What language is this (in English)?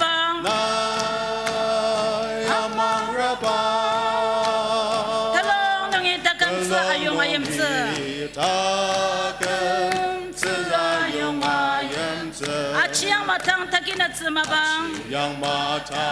Ao Naga